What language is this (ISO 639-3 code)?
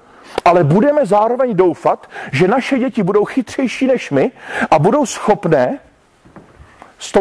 ces